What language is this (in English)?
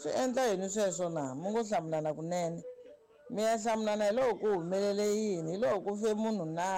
Tsonga